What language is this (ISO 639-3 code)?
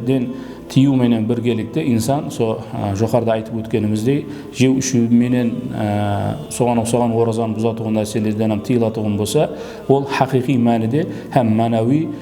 kaa